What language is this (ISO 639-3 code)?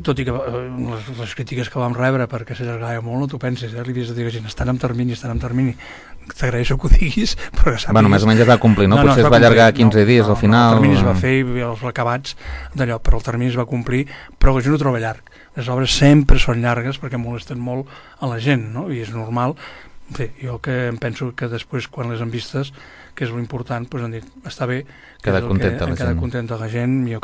cat